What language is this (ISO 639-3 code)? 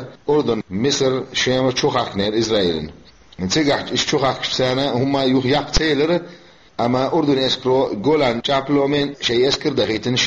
che